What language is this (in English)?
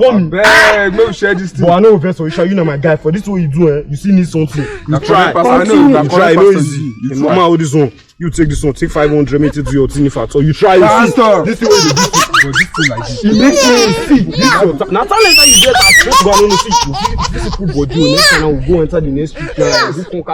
Nigerian Pidgin